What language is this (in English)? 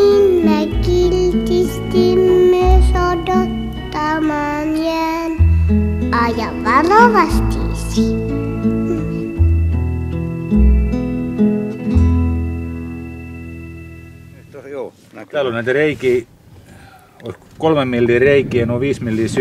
Finnish